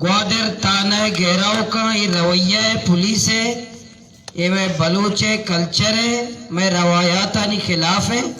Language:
Baluchi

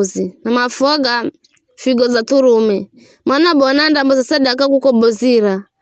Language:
Giryama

